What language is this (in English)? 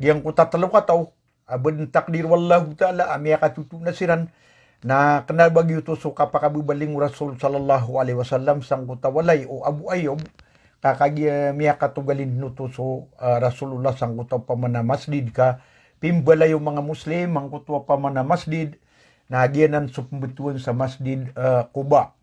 Maranao